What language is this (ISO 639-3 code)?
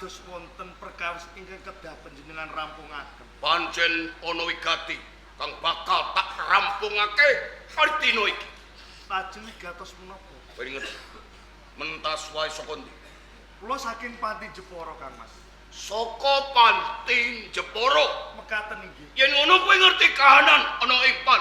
jav